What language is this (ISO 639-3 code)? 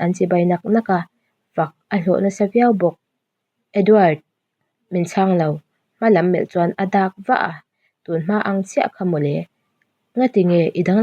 lus